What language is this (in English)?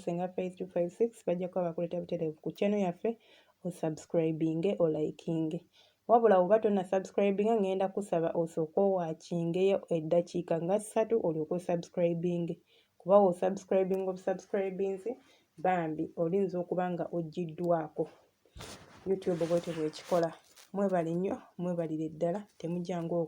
Ganda